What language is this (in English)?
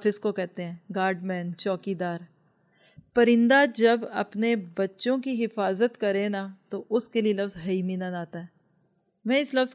Urdu